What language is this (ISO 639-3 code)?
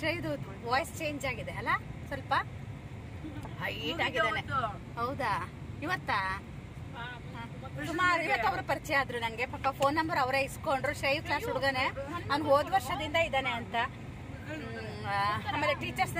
kan